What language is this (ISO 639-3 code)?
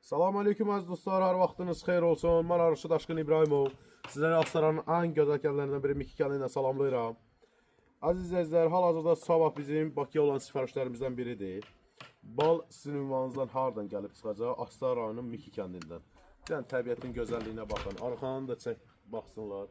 aze